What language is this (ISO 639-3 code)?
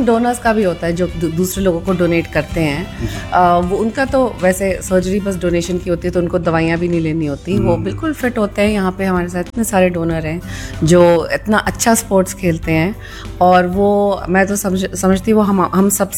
hin